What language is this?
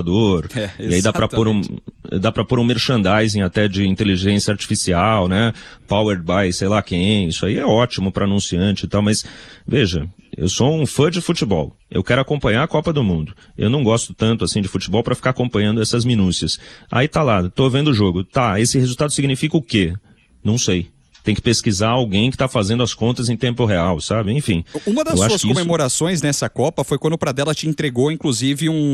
Portuguese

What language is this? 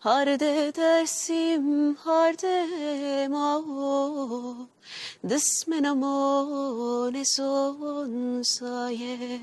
Kurdish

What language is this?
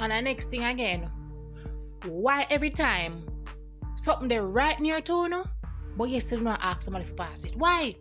Jamaican Creole English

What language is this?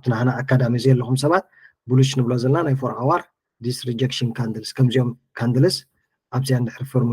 Tigrinya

